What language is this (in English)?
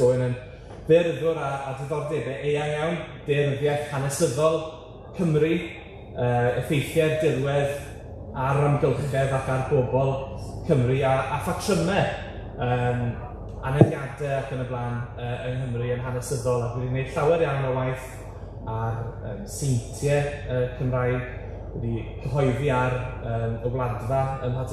Welsh